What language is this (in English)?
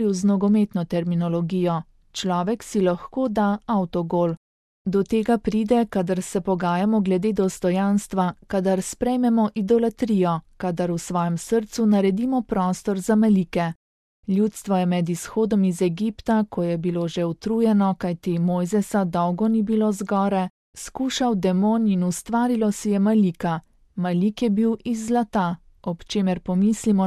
Slovenian